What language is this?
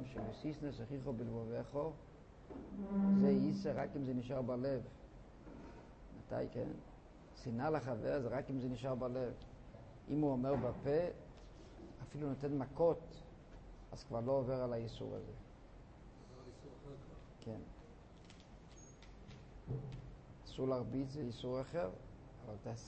Hebrew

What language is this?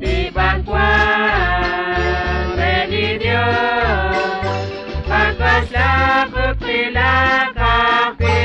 Kekchí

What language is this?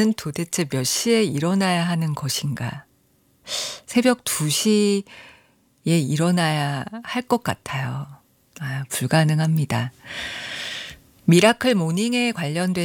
Korean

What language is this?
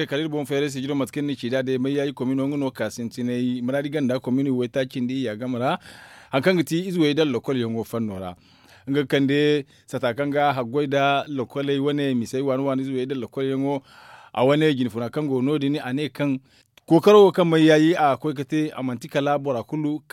Zarma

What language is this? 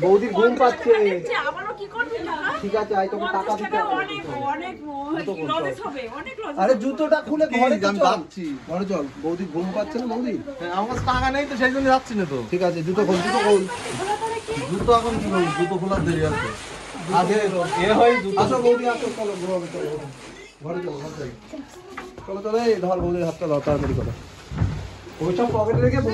Bangla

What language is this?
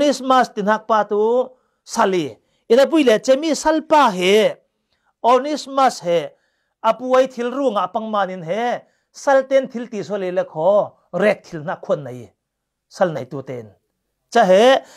Falam Chin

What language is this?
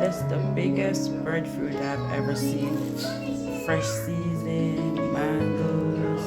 Jamaican Creole English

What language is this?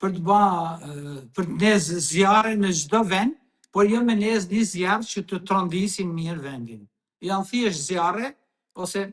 Albanian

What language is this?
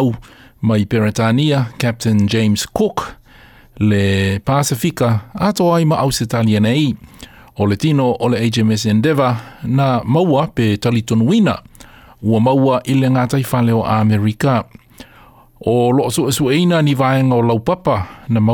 Samoan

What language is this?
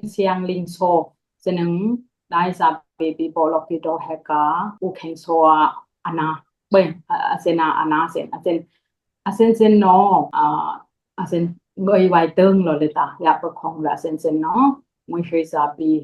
Dimasa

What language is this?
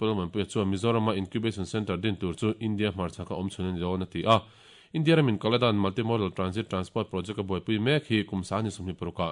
Mizo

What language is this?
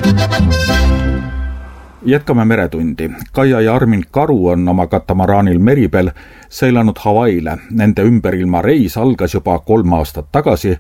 Estonian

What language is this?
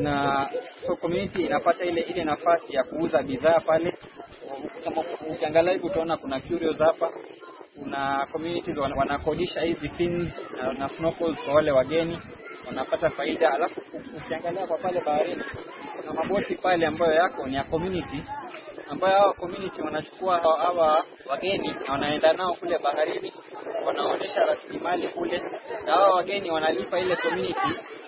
Swahili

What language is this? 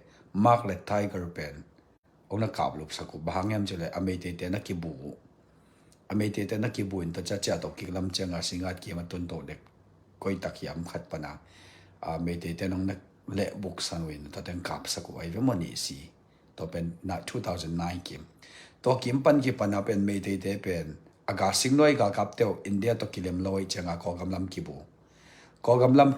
Tedim Chin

